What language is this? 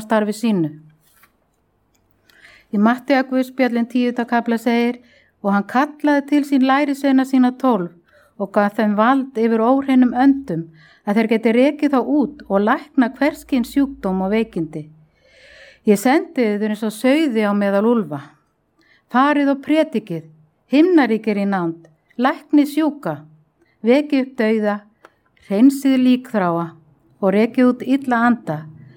Icelandic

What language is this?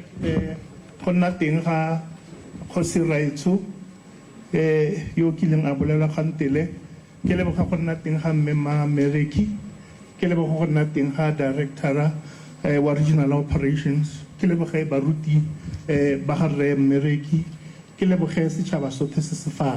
Tswana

